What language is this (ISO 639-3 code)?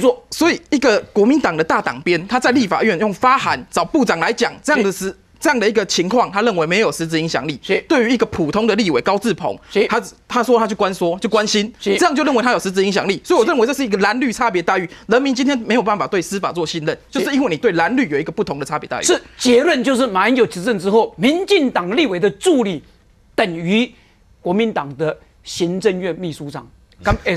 zho